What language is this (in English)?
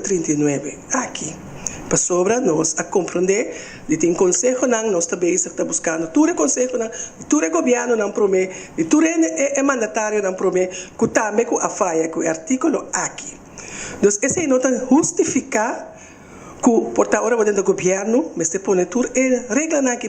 Papiamento